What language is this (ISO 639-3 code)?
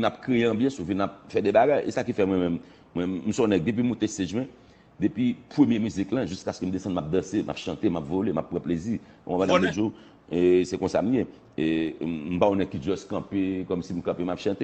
hat